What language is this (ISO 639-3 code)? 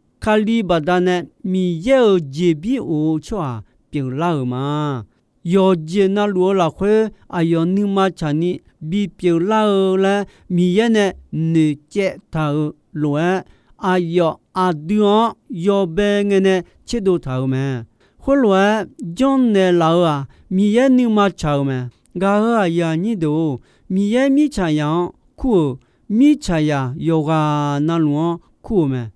ahk